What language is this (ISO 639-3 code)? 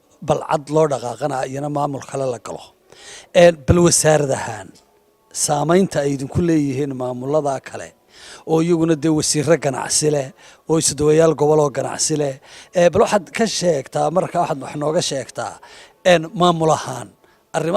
som